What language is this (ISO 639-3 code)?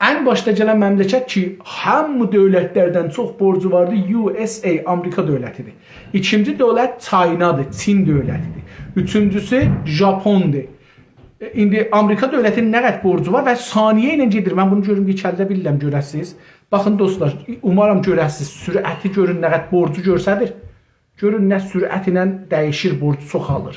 azb